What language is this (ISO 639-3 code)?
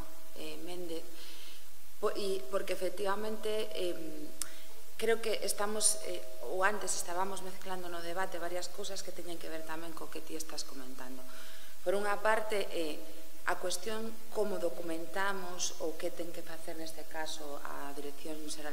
glg